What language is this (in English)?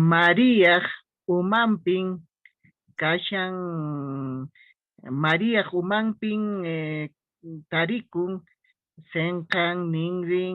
Quechua